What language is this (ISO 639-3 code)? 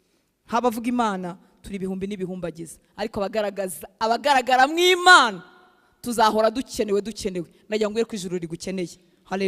kin